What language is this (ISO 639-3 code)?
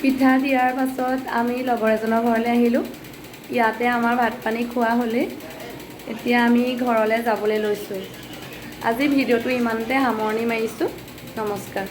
asm